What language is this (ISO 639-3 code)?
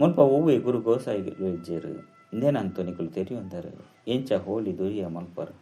tcy